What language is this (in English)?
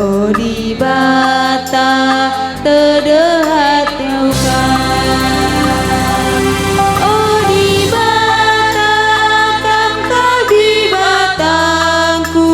Batak Karo